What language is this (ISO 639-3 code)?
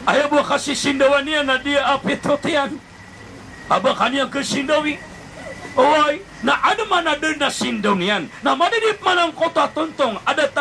mrw